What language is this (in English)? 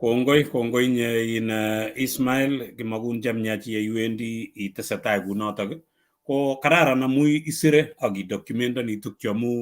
Kalenjin